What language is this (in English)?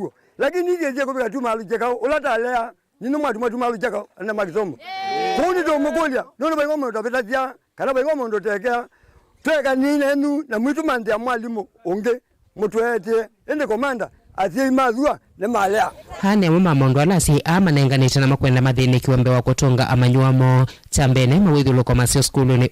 Kamba